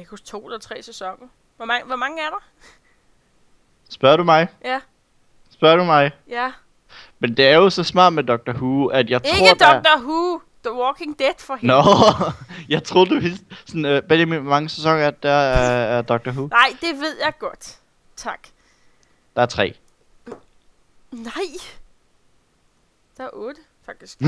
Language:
Danish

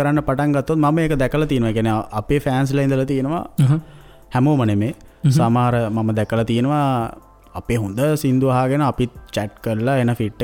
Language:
Sinhala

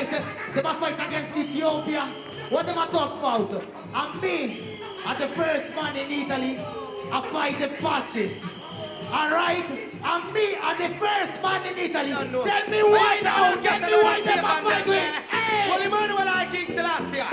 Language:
Jamaican Creole English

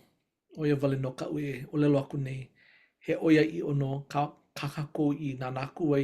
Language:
Hawaiian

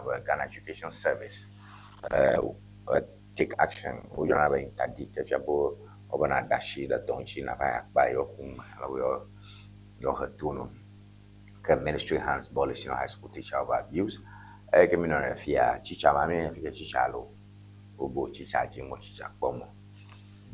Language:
Ewe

